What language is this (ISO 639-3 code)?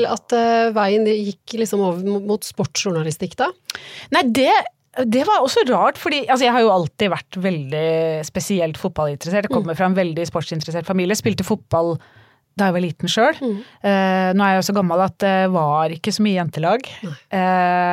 nor